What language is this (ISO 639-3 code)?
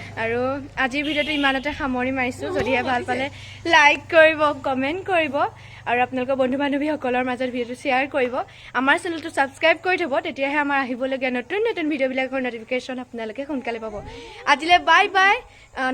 asm